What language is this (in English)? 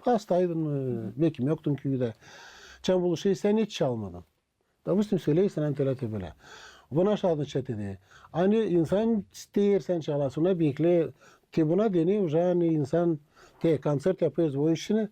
Gagauz